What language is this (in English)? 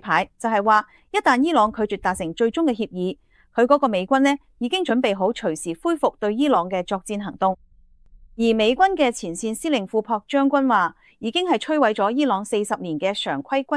Cantonese